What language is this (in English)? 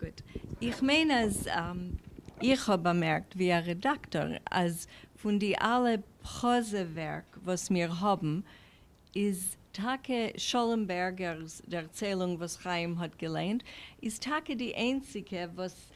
Yiddish